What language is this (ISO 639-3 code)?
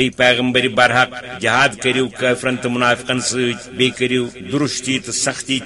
kas